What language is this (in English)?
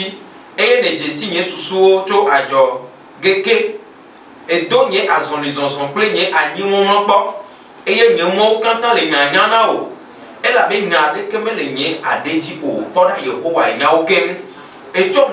Ewe